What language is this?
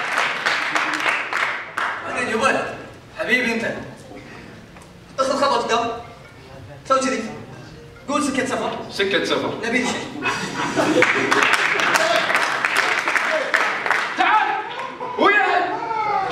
Gulf Arabic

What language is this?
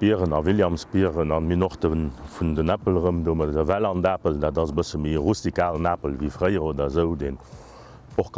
Luxembourgish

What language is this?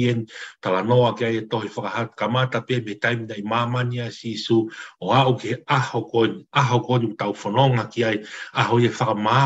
Tongan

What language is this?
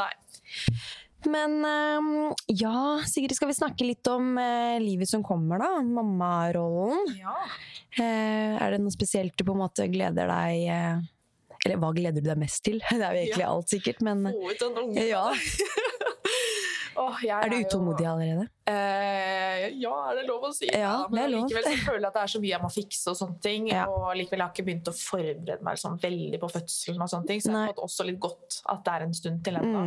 Norwegian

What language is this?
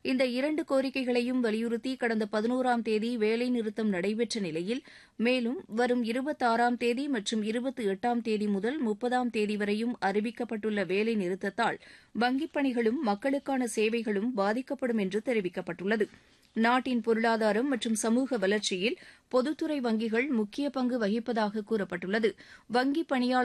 Tamil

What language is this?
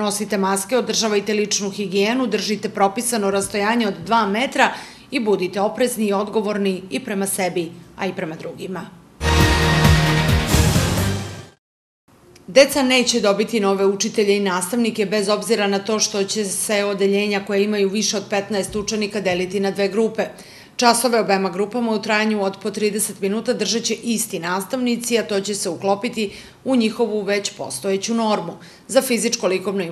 Serbian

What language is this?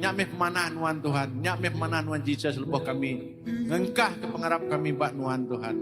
Iban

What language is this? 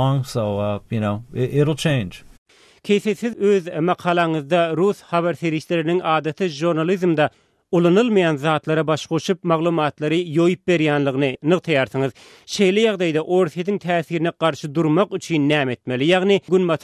Turkmen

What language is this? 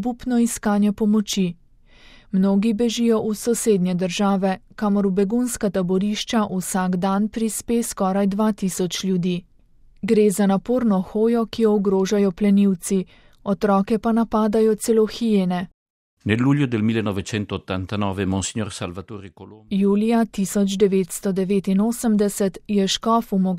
Slovenian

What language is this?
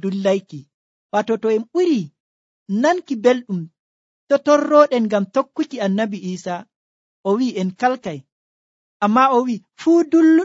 Nigerian Fulfulde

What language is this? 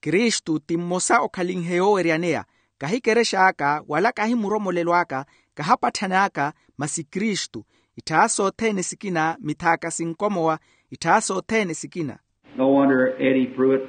Makhuwa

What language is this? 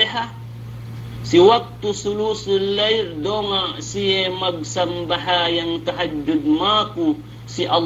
Yakan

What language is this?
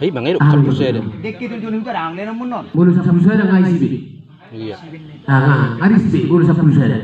Batak Toba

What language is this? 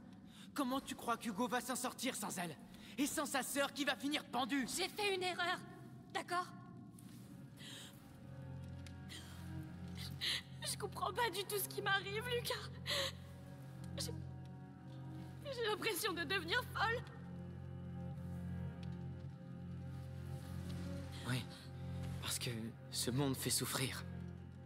French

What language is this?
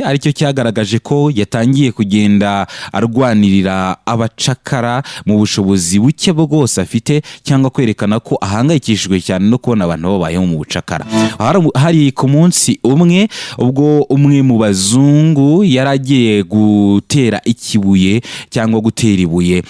Kinyarwanda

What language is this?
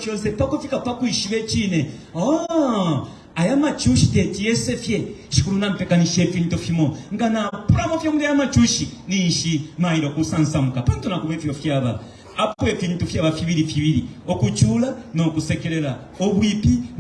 Bemba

